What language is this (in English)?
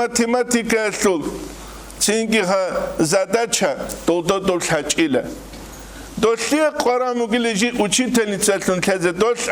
Avaric